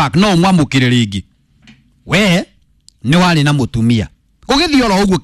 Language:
Kikuyu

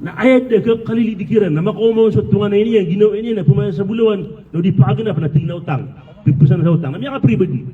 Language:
Maranao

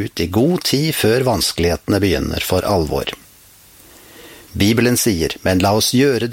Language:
Norwegian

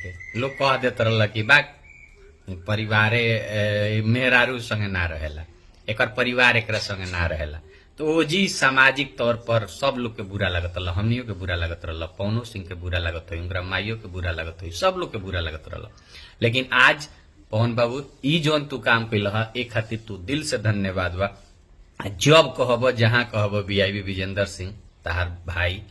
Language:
Bhojpuri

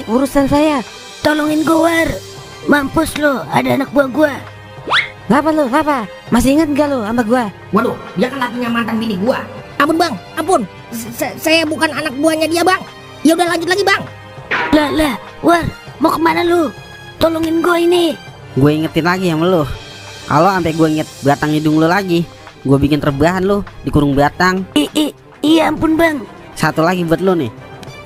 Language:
Betawi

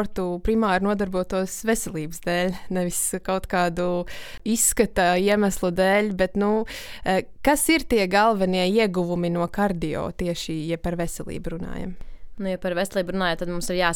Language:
Latvian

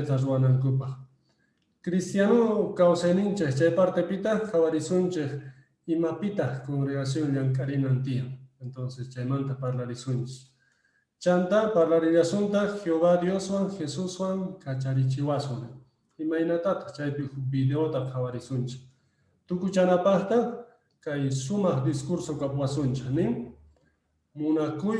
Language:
Quechua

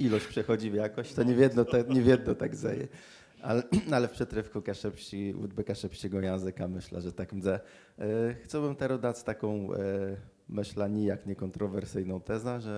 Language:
Kashubian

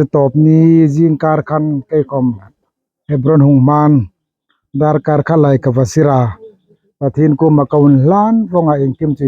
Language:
Hmar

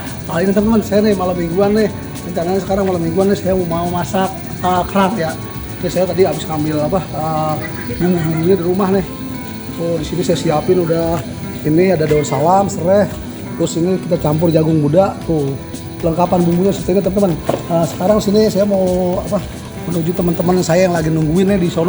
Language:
Betawi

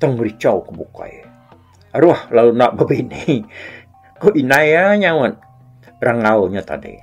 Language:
Iban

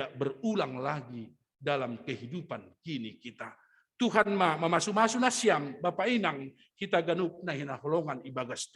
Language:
Batak Simalungun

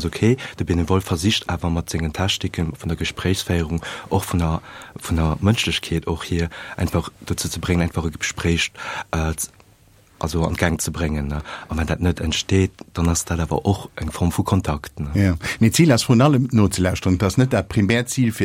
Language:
Luxembourgish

